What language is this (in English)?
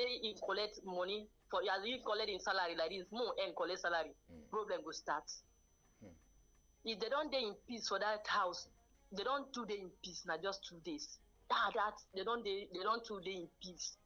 Nigerian Pidgin